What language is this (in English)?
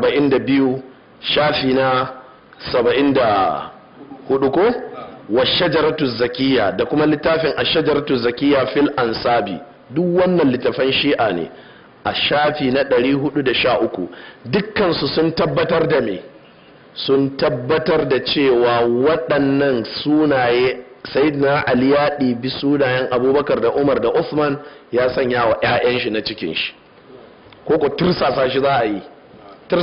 Hausa